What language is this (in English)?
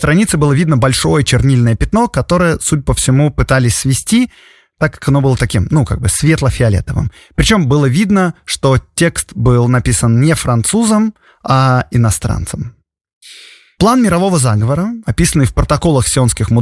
Russian